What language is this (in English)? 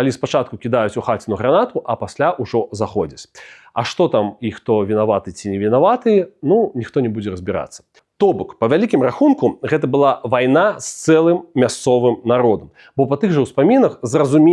Belarusian